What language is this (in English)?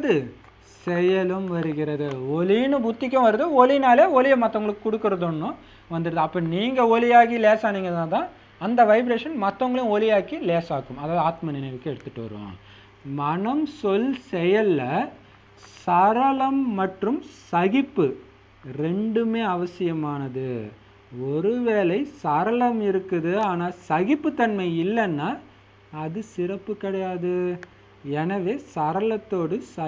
Tamil